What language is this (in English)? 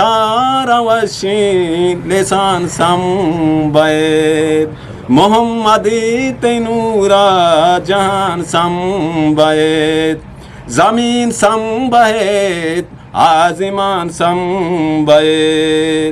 Eastern Balochi